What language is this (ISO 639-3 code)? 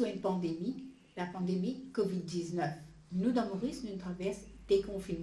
mfe